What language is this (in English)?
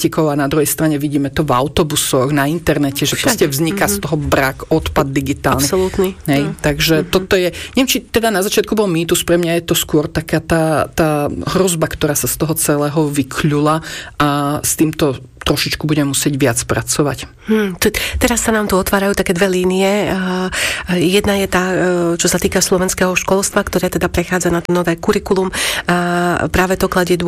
Slovak